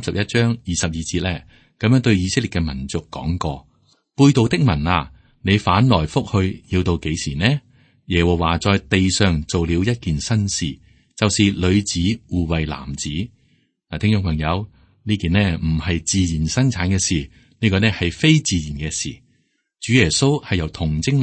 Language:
Cantonese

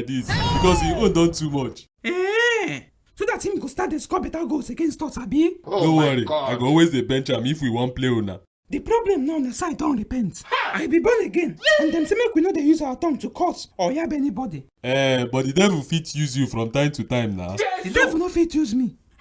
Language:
Nigerian Pidgin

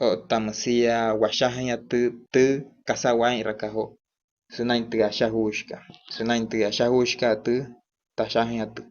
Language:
Wayuu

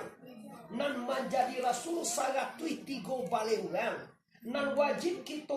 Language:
Minangkabau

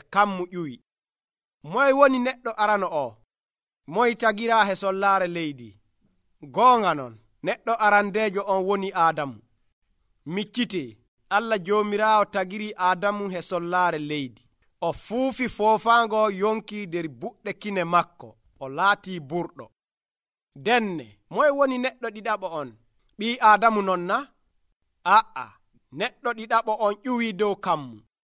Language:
Nigerian Fulfulde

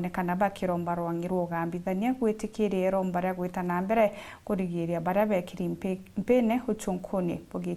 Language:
Meru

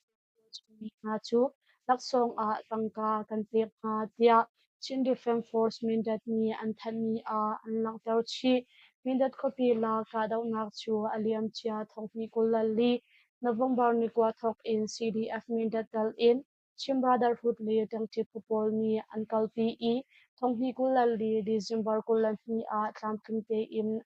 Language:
Hakha Chin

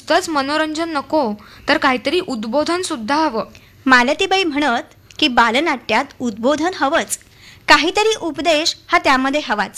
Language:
Marathi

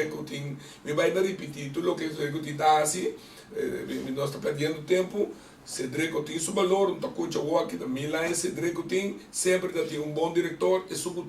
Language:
Papiamento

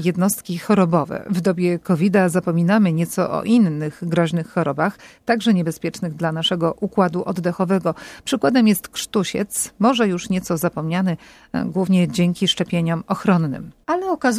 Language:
Polish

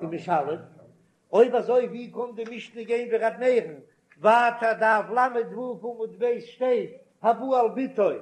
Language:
Yiddish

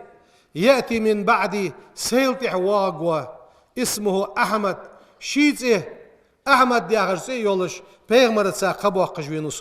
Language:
Ingush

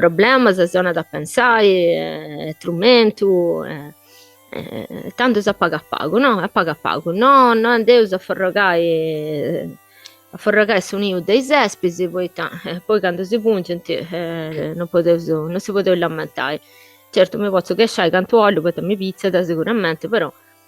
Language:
Sardinian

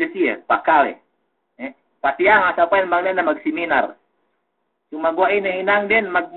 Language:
Yakan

